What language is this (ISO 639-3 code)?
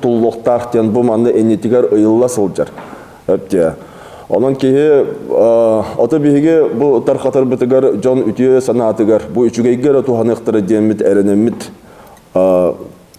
sah